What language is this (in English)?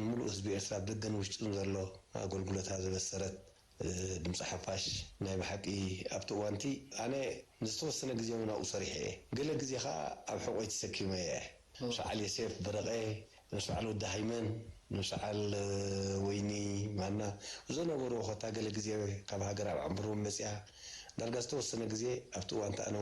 Tigrinya